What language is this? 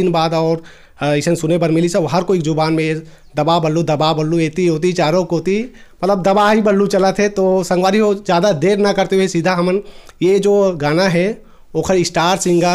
Chhattisgarhi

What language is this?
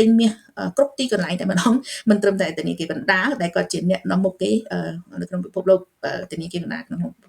Khmer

